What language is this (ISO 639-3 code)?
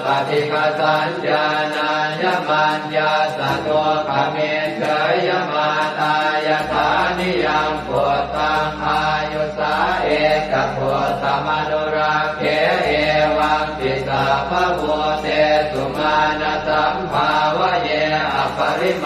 pli